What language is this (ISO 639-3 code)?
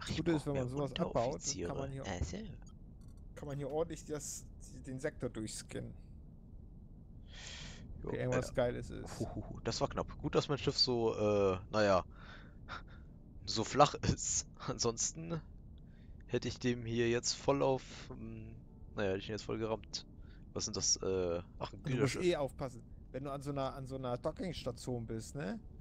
deu